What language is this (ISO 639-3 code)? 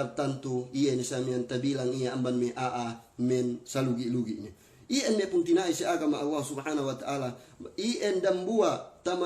yka